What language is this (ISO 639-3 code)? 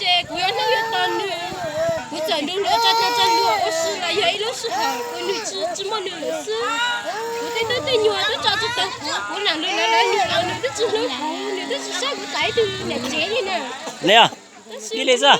hmn